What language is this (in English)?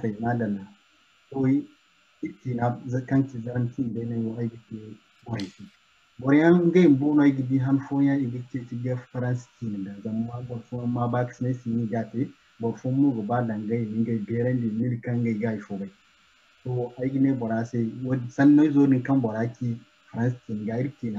Zarma